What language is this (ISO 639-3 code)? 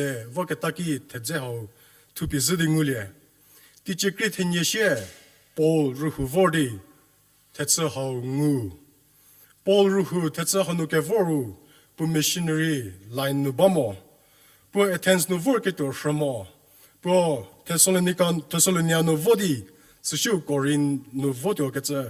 njm